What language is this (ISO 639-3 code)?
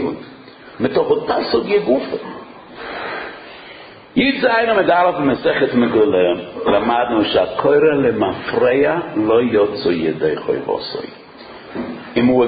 heb